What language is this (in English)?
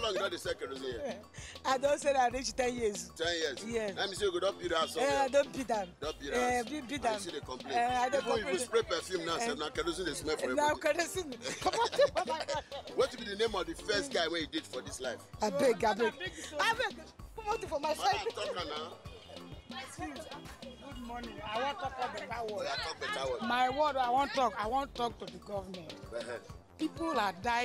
Nigerian Pidgin